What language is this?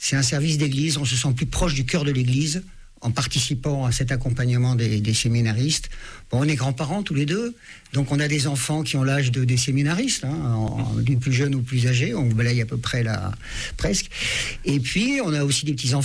French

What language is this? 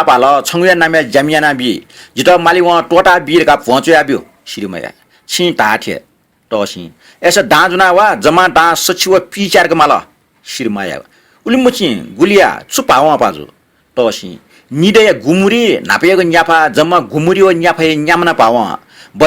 Newari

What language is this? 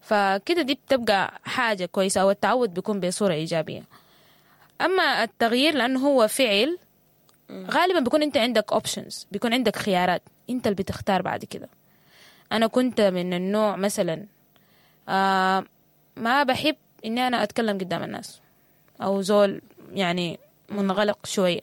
Sudanese Arabic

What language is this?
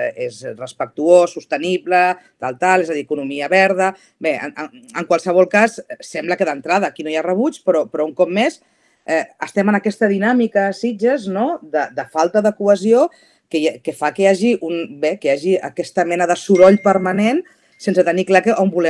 Catalan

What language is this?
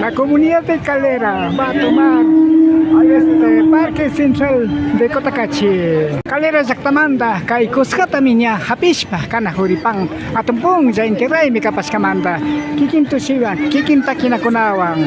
Imbabura Highland Quichua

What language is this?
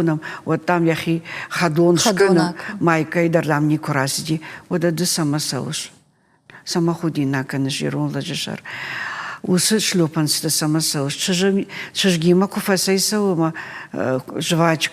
Ossetic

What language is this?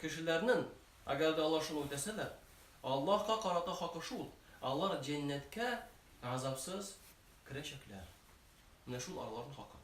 Tatar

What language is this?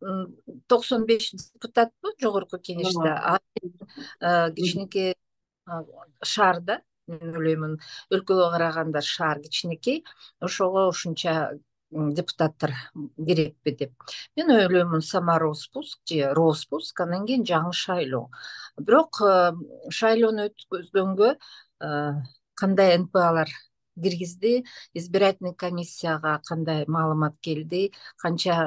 Kyrgyz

